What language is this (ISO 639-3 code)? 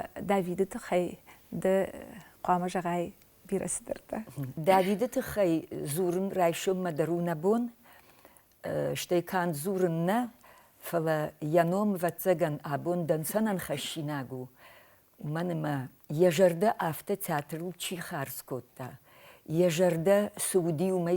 oss